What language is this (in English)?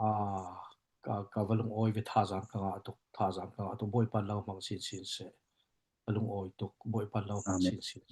Falam Chin